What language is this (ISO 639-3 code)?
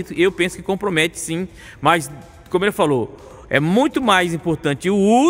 por